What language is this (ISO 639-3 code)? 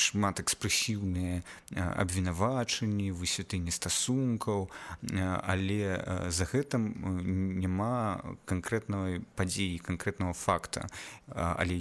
bel